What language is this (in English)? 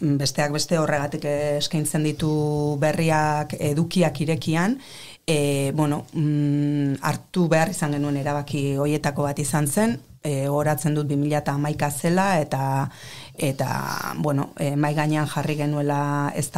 Basque